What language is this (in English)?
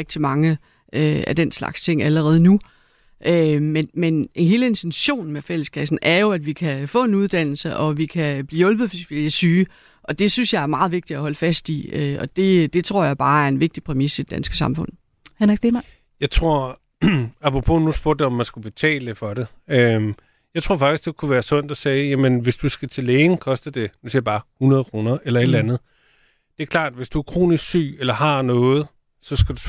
Danish